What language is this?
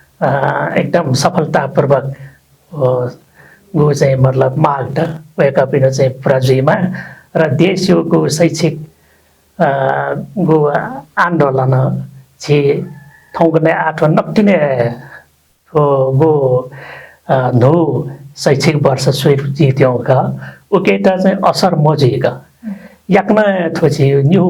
Newari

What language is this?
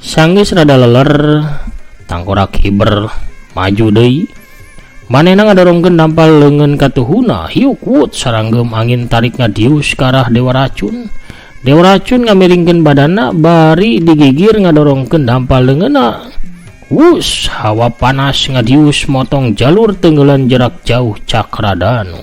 Sundanese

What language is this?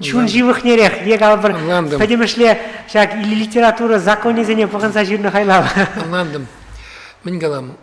Chuvash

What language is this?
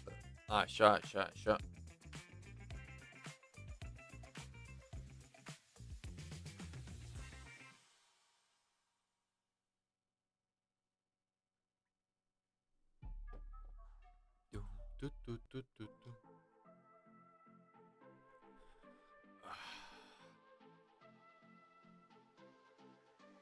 Romanian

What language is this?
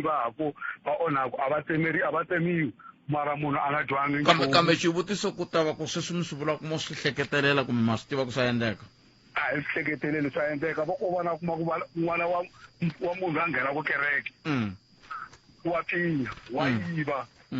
Tsonga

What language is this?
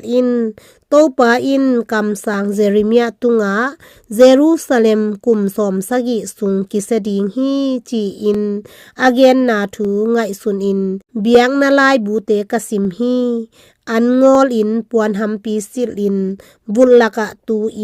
Tedim Chin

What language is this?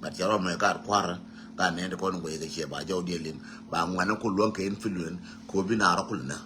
Nuer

